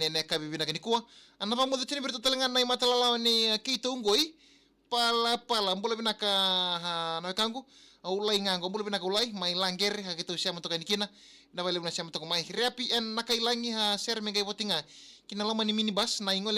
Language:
Fijian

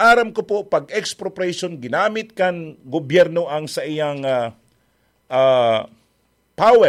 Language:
Bikol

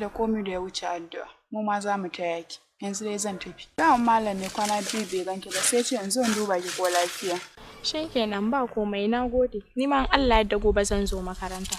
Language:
Hausa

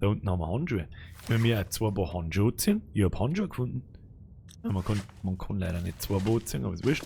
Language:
Bavarian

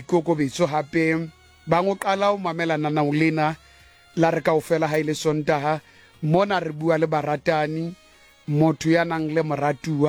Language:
Southern Sotho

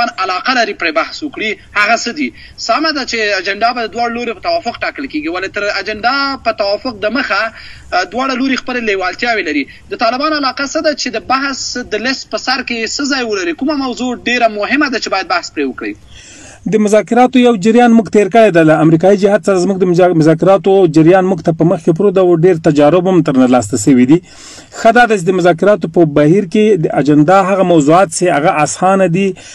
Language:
Pashto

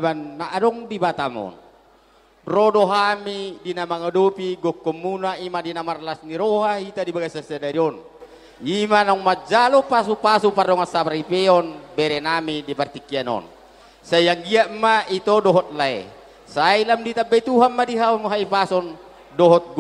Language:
Batak Toba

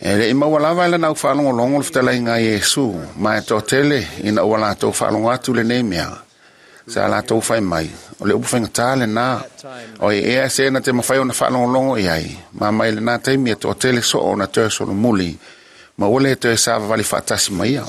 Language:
Samoan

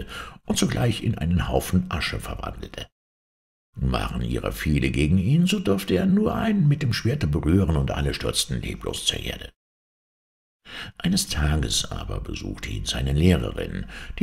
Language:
German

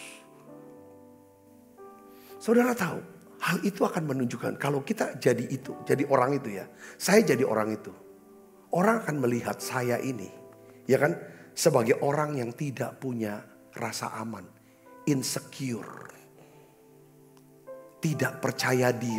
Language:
Indonesian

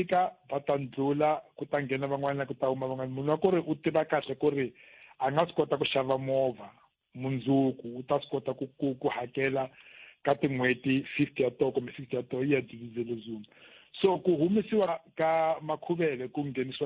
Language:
Tsonga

